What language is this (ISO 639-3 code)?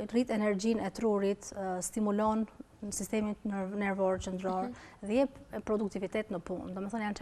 sqi